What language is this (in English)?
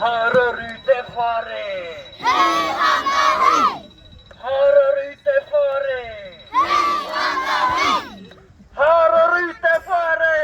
Māori